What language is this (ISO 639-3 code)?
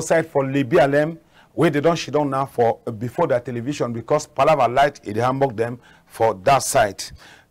wes